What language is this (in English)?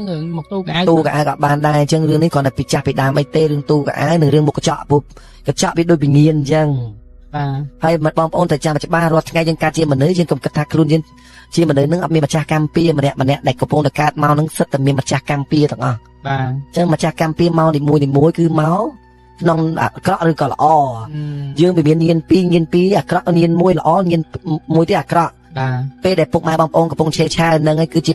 Khmer